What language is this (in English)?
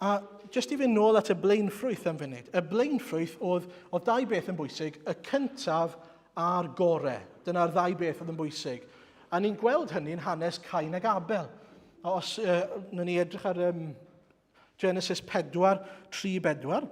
Welsh